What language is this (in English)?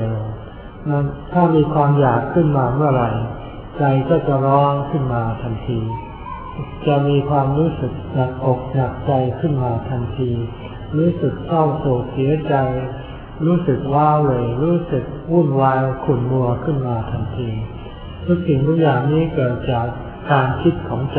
Thai